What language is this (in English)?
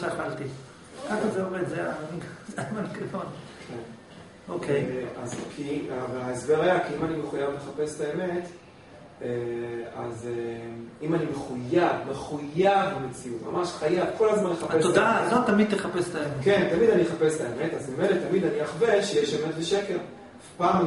Hebrew